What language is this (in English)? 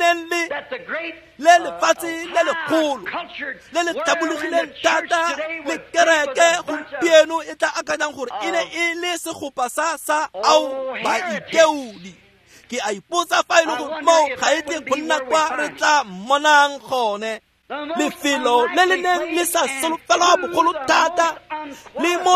Tswana